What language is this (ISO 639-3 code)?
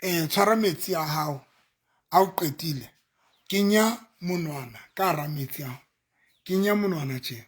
sot